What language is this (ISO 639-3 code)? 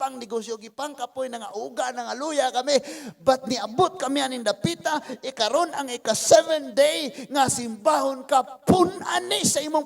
ceb